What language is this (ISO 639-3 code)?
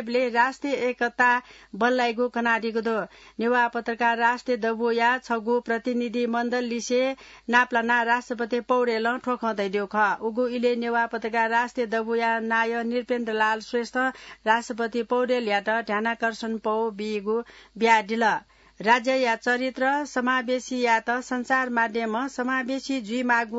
new